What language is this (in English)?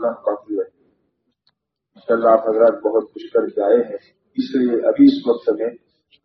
Urdu